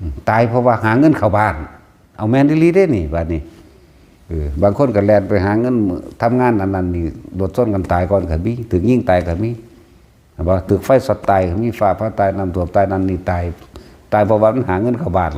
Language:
Northeastern Thai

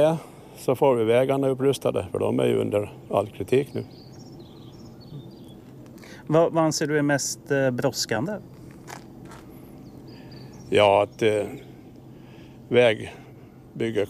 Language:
Swedish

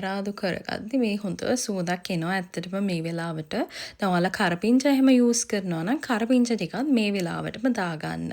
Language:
Sinhala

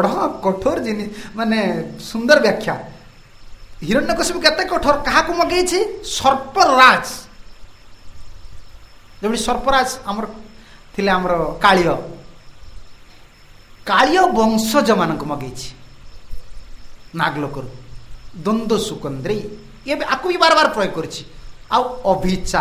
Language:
Odia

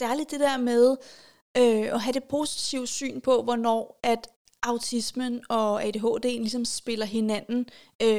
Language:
Danish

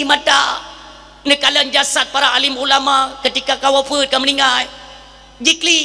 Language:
Achinese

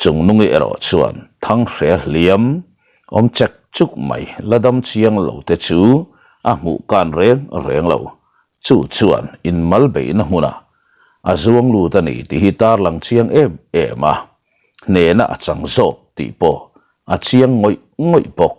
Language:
Mizo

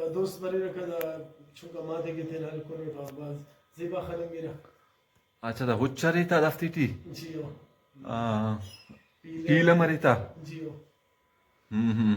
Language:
Brahui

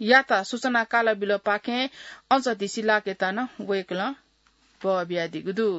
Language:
Newari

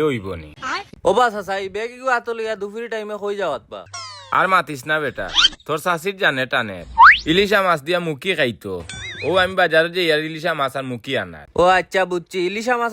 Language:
Sylheti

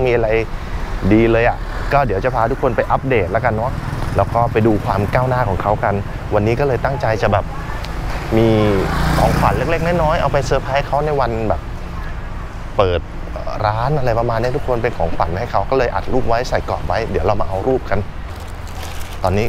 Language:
Thai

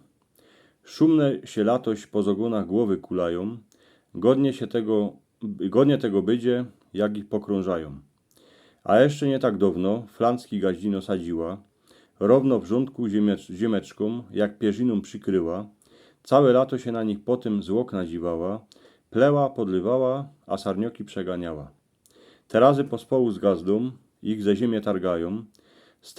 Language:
Silesian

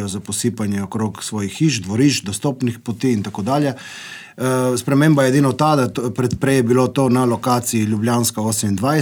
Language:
Slovenian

